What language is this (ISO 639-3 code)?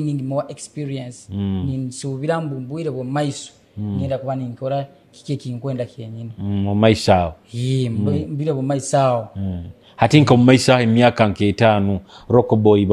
nyo